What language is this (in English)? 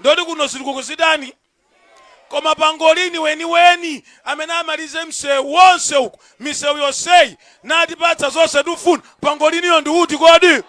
Nyanja